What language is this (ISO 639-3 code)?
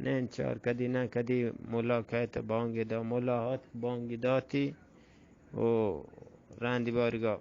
bgp